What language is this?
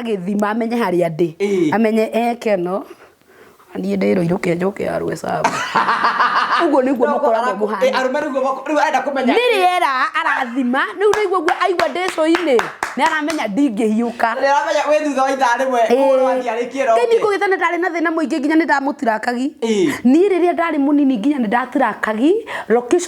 Kikuyu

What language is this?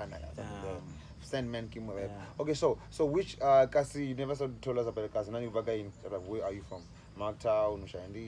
Venda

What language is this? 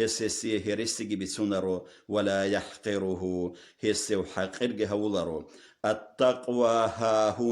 Avaric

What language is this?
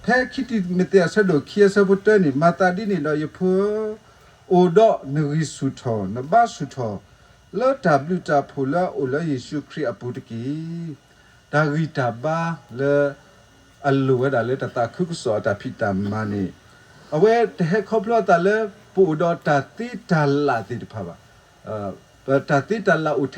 S'gaw Karen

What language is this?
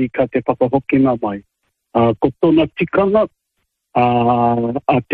Māori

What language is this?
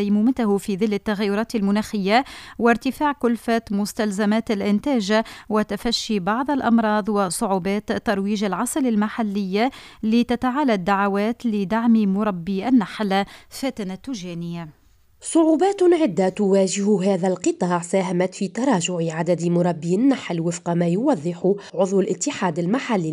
Tunisian Arabic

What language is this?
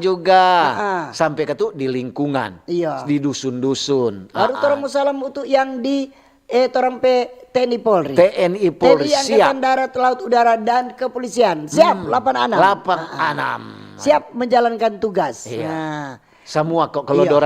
Manado Malay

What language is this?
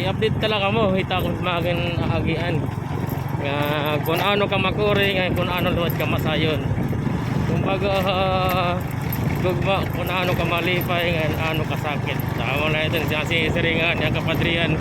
Waray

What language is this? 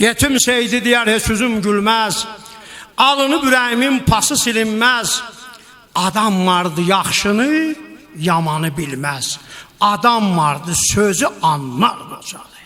South Azerbaijani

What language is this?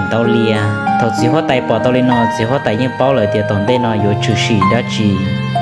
Hmong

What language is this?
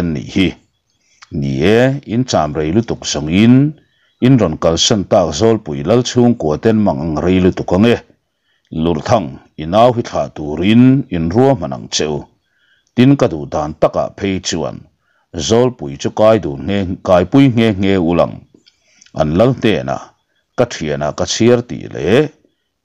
Mizo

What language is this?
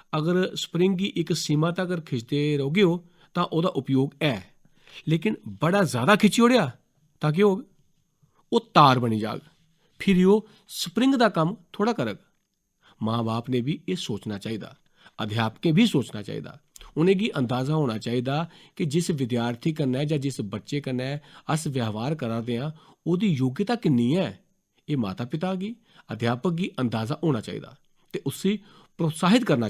Dogri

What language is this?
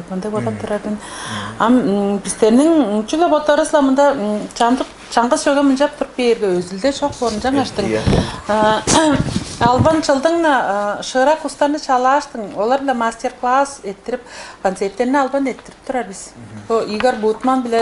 Tuvinian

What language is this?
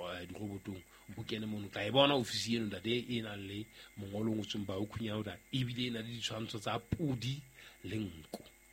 Southern Sotho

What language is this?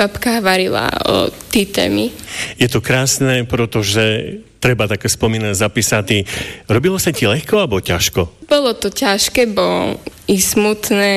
Slovak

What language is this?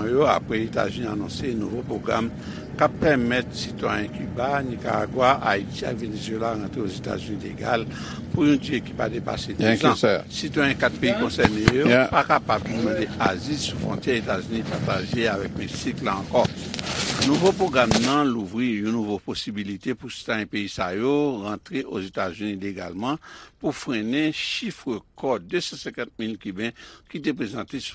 Haitian Creole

